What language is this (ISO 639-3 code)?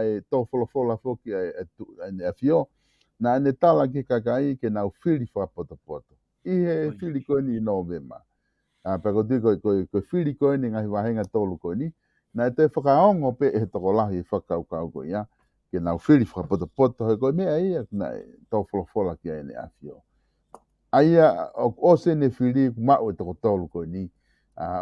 ton